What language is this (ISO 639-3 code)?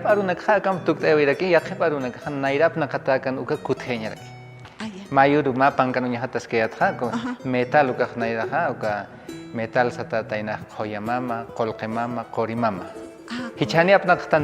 aym